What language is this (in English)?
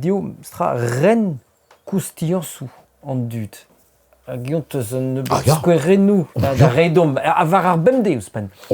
Breton